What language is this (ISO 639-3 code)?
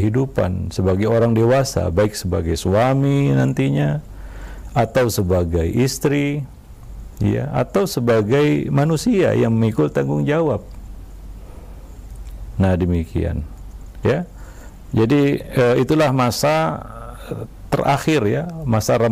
ind